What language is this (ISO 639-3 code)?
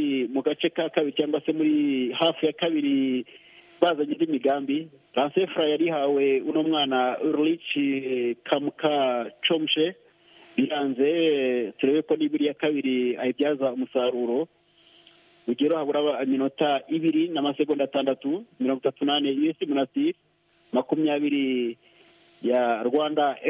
kin